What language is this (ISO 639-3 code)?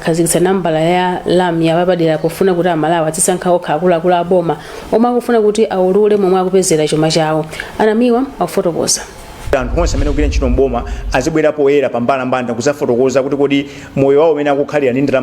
nya